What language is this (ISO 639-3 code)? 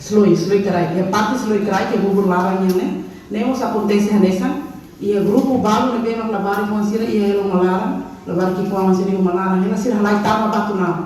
tet